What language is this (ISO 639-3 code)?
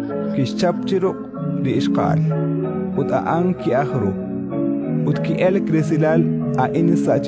kek